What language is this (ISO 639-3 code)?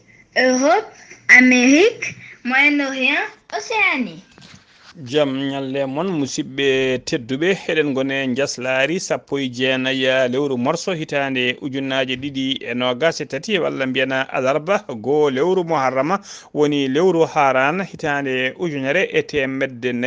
ful